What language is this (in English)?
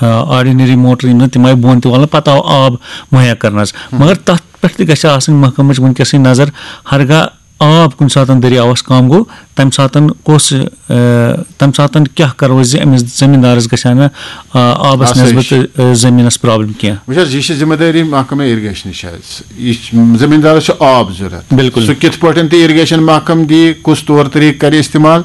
Kashmiri